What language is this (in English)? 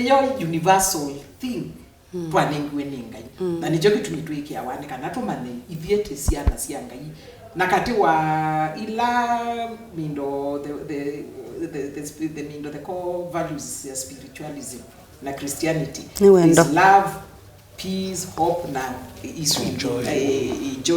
Kamba